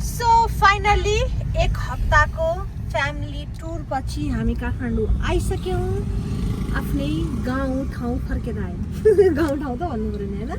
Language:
Nepali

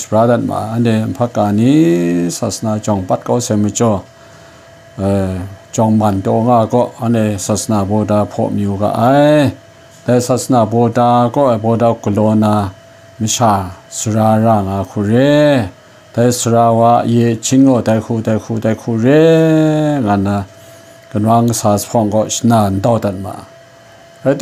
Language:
Kachin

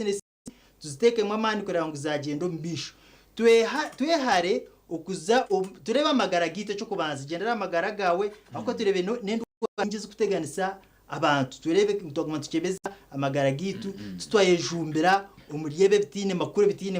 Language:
Nyankole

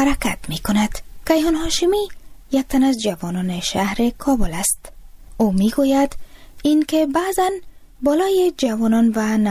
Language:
Persian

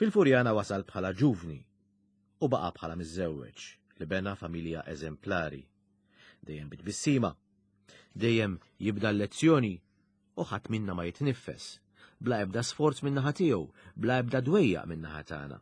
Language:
Maltese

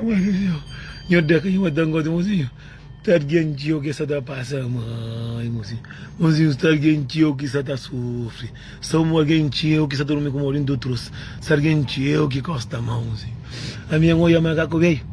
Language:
Kabuverdianu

